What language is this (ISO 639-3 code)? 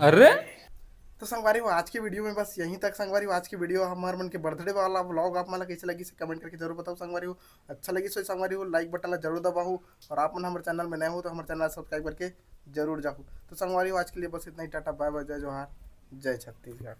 hne